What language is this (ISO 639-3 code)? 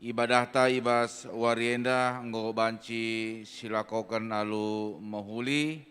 btx